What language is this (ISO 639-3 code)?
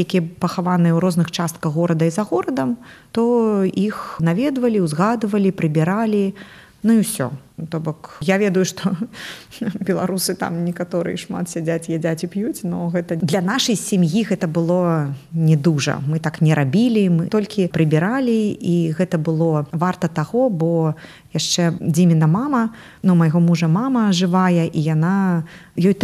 bel